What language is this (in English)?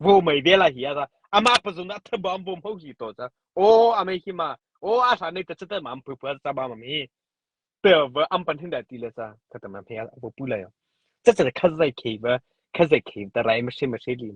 Mara Chin